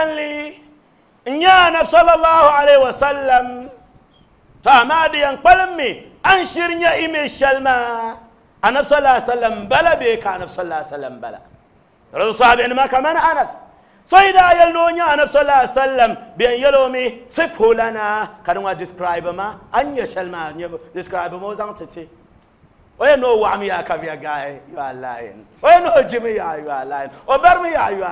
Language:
Dagbani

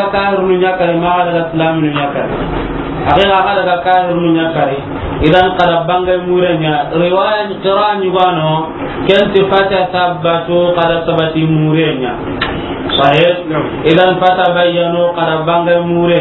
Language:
Soninke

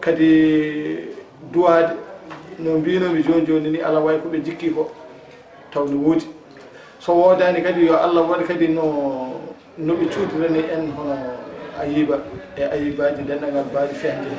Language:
Fula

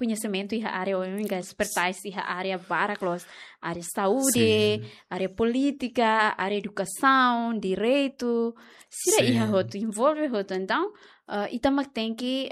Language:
Tetum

